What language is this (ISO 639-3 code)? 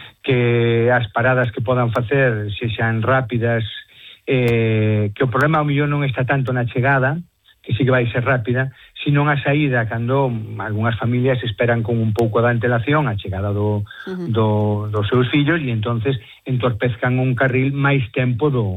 glg